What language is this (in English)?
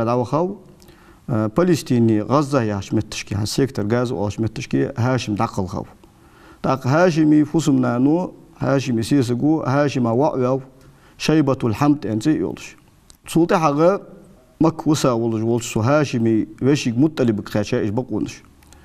Ingush